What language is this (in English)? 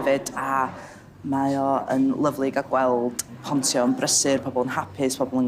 Welsh